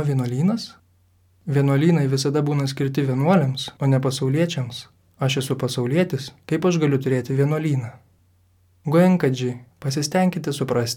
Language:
Lithuanian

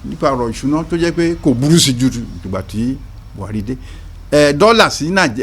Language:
Yoruba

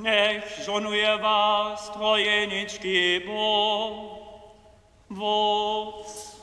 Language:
Upper Sorbian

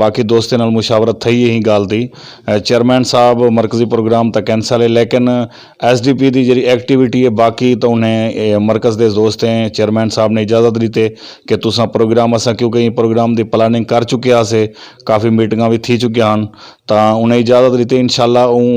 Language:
Saraiki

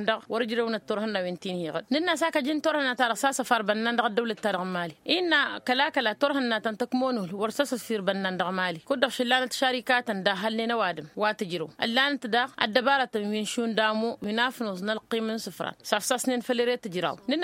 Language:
Tamasheq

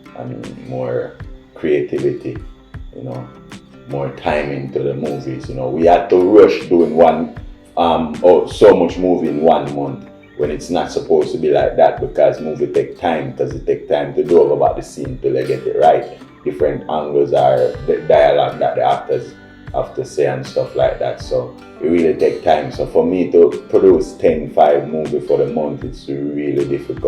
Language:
Jamaican Creole English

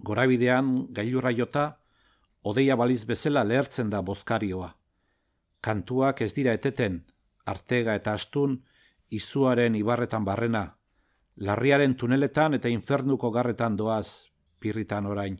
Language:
Basque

